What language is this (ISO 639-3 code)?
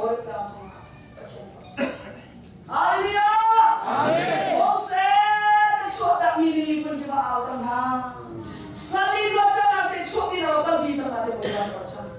cnh